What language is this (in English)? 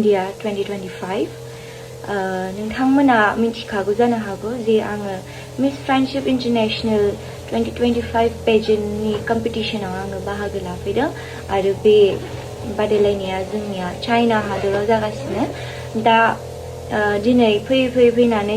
Bodo